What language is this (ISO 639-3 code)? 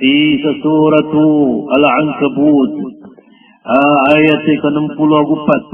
mrw